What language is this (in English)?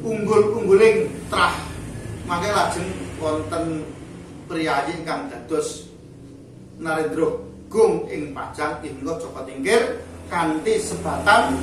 Javanese